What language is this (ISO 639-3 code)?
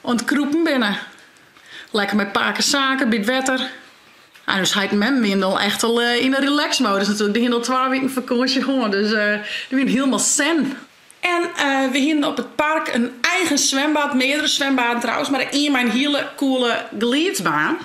fry